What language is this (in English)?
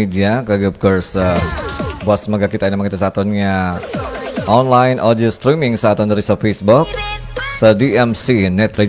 Hiligaynon